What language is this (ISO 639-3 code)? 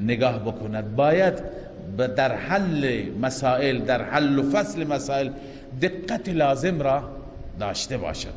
fas